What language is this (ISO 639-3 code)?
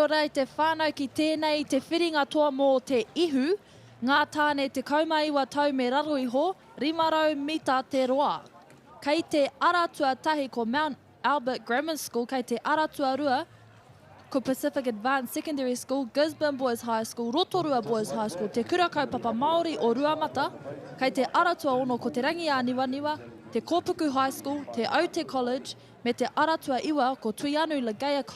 mri